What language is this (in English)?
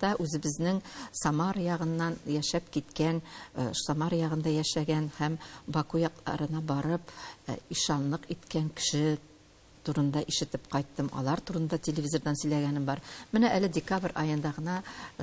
Tatar